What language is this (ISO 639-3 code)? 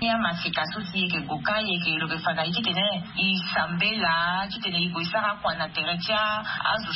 sag